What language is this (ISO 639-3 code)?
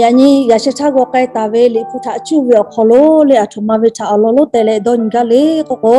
lhu